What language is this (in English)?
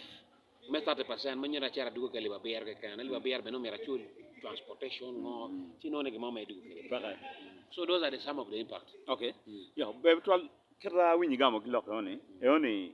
Acoli